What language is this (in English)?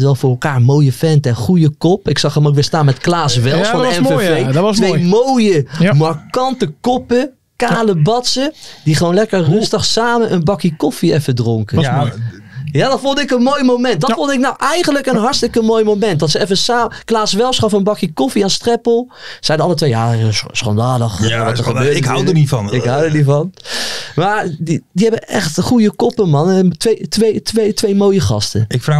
Dutch